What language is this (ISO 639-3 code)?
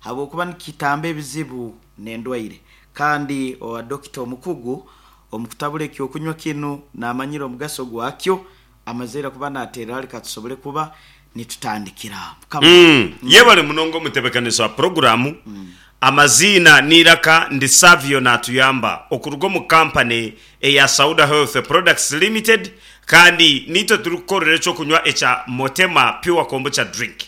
nyn